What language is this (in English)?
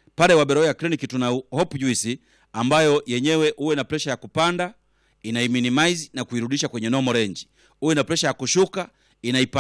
Swahili